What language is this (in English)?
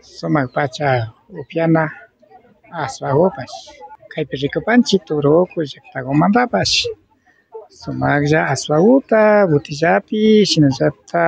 Imbabura Highland Quichua